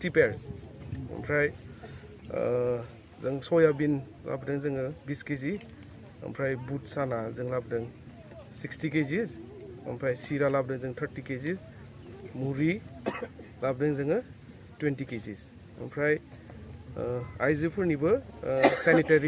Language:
Bodo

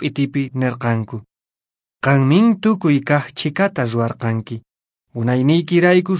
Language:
Quechua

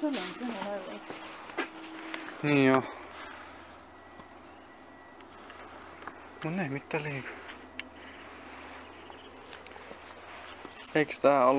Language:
Finnish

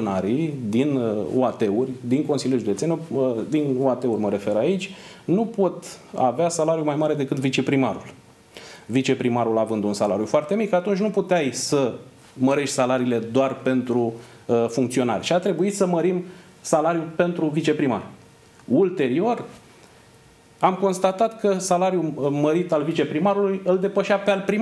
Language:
Romanian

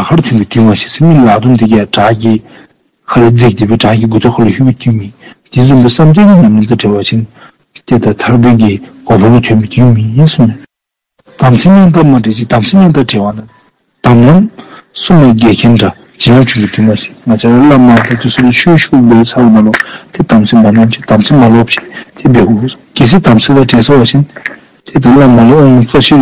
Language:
Dzongkha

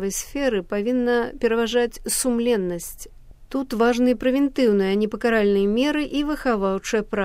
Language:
Belarusian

